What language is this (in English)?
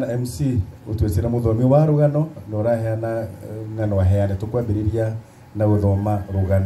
Kikuyu